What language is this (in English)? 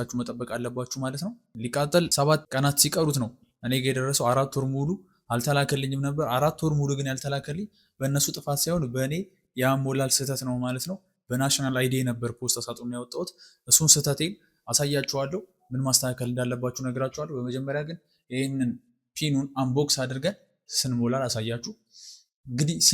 Amharic